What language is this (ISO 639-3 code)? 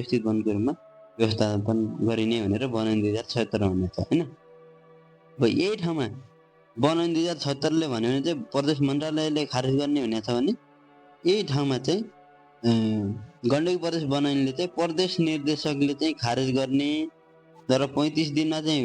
nep